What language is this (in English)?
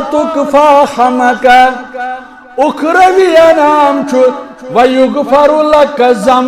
Kashmiri